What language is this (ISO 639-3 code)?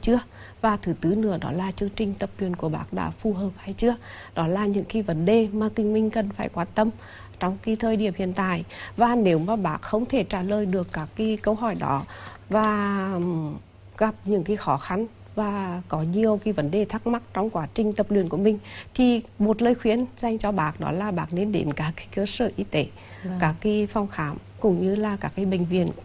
vie